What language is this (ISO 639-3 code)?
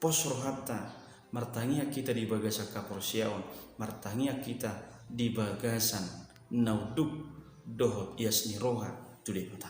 bbc